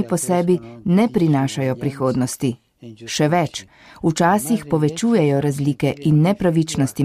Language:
Slovenian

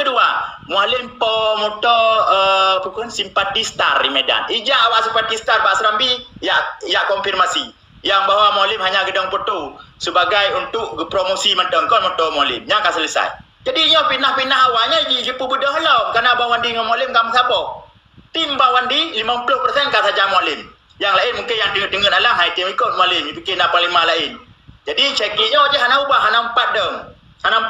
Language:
Achinese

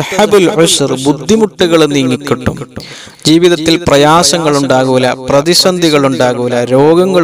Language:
Malayalam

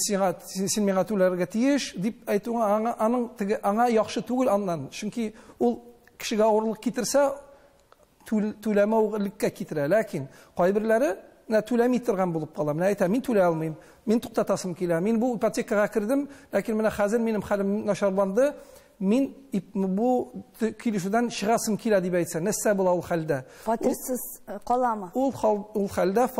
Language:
Tatar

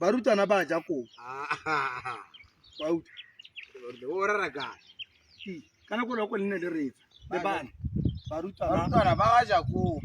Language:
Tswana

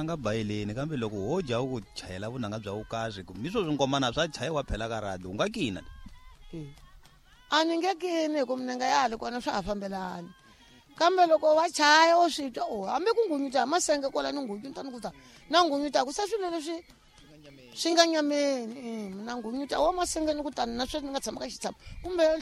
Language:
Tsonga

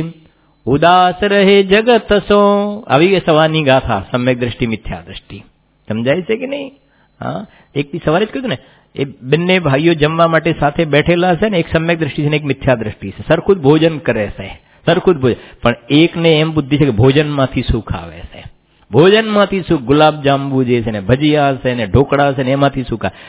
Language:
Gujarati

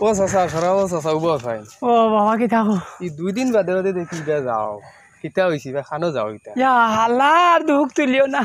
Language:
Sylheti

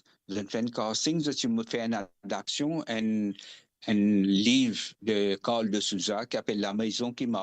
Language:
Morisyen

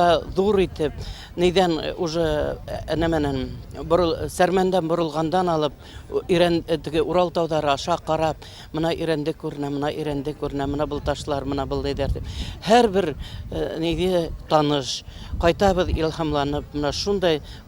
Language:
Bashkir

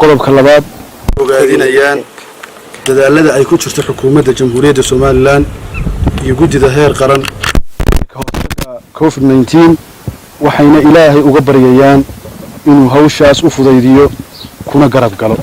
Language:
Somali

